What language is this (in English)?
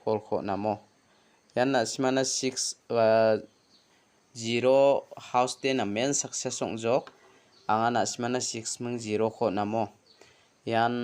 Garo